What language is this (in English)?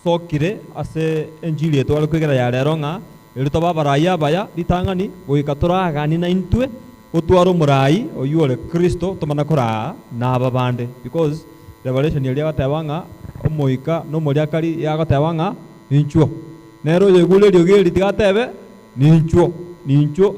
Gusii